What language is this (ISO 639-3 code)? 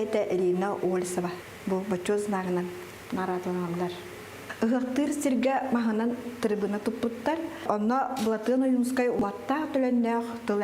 sah